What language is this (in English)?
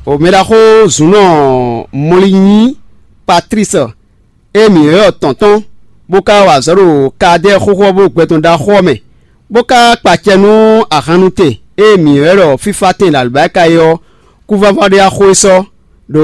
Fon